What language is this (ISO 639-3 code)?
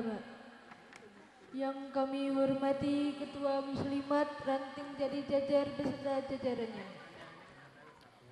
ind